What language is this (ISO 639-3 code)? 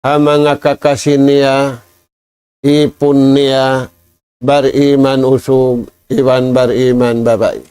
tsg